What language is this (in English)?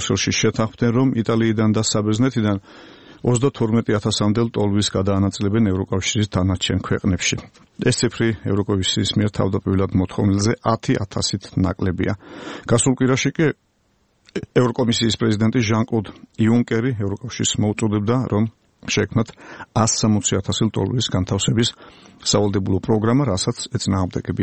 Georgian